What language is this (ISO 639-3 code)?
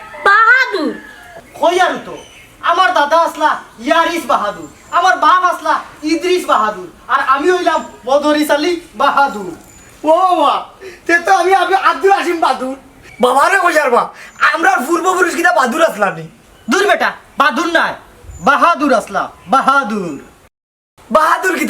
syl